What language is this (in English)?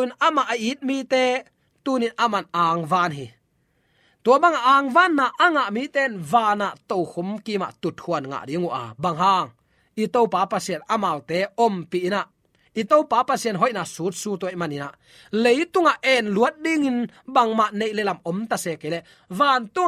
Tedim Chin